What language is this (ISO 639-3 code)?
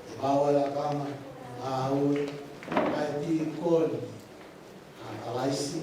ton